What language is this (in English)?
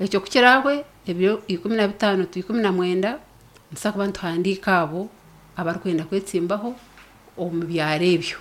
Nyankole